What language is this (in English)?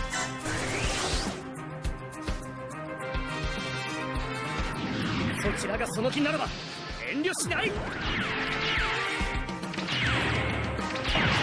Japanese